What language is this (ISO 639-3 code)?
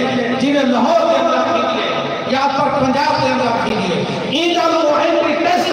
skr